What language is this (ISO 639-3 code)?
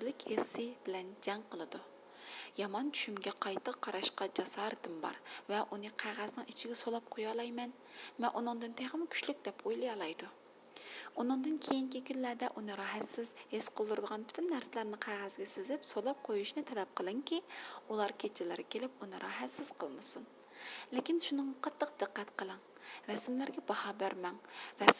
uig